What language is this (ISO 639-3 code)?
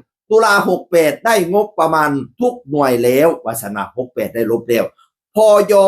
tts